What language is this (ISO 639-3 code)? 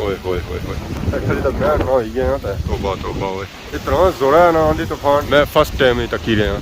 phr